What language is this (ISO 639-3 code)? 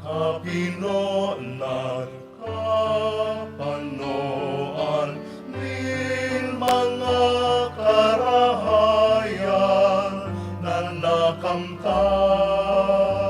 bik